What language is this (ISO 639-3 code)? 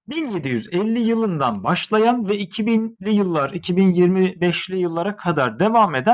tur